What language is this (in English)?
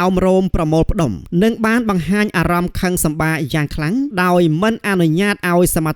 Khmer